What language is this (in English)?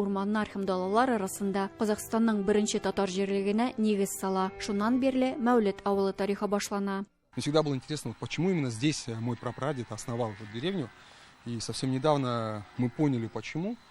Tatar